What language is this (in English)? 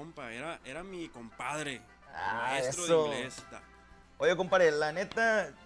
Spanish